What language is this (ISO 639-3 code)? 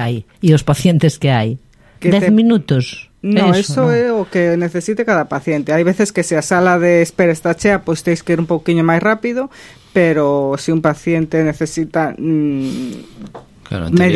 glg